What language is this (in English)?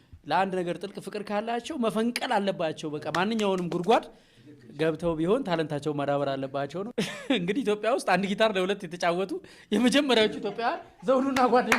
Amharic